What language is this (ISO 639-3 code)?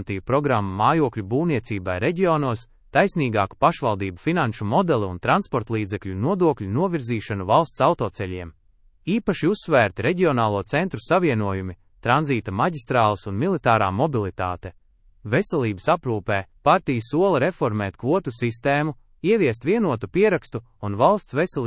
lav